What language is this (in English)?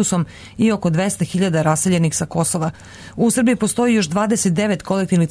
Serbian